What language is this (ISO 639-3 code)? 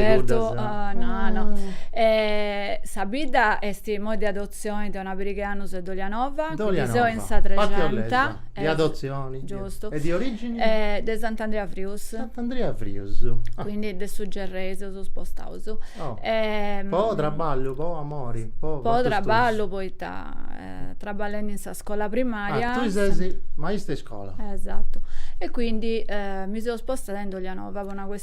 srd